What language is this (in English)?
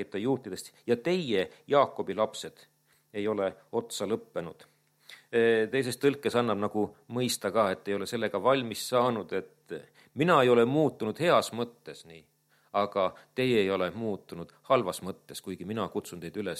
Estonian